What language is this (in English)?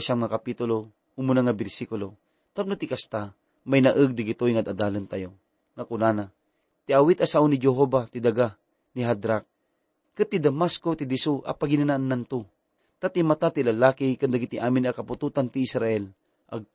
Iloko